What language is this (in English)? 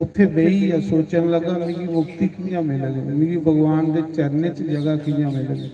Dogri